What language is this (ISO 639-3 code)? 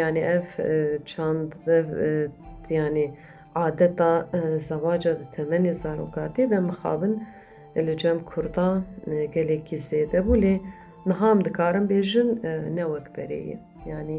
kur